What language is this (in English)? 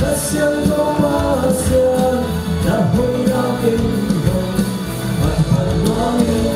Tedim Chin